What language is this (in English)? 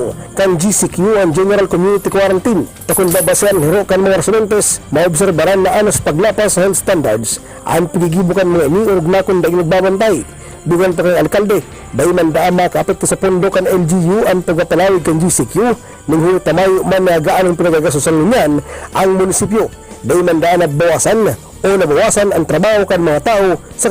Bikol